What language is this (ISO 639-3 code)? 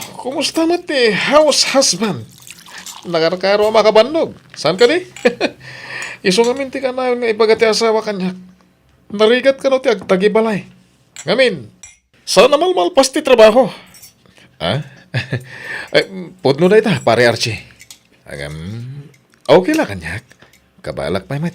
ilo